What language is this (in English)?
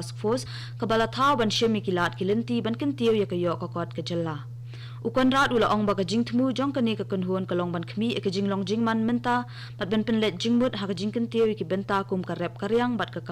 Khasi